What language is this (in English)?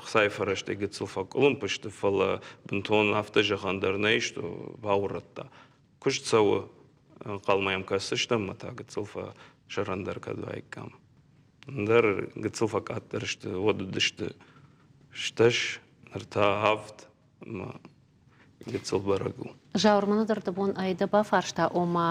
Ossetic